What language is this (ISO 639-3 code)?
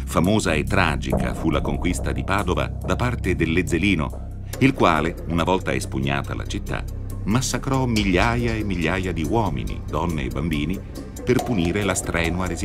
ita